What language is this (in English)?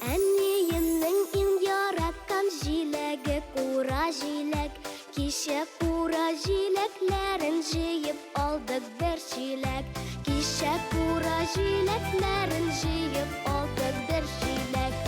Bashkir